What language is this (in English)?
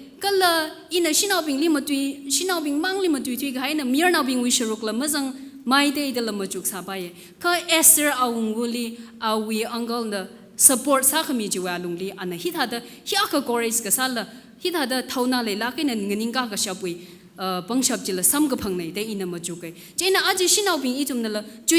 Tangkhul Naga (India)